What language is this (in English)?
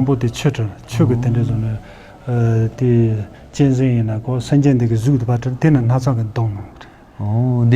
Tibetan